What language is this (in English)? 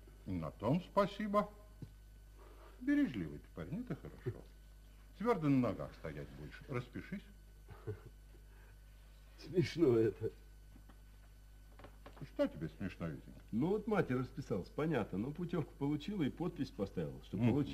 Russian